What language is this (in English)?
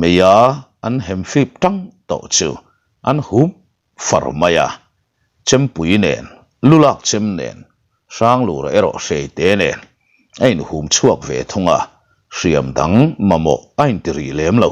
Mizo